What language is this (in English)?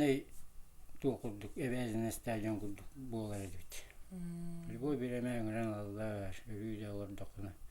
Yakut